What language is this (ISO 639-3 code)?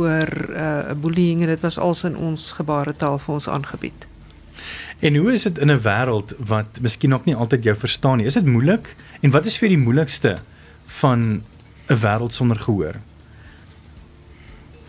afr